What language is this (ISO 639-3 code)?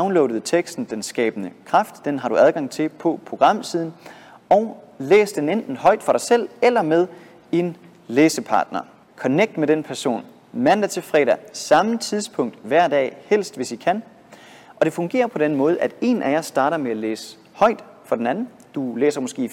dan